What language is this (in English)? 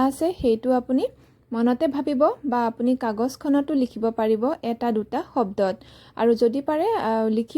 Assamese